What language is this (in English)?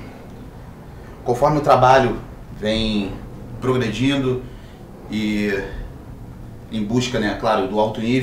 Portuguese